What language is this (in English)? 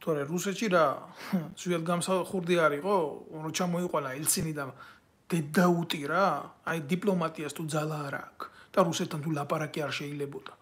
Georgian